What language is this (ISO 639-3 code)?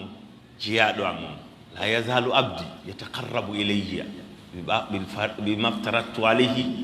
ful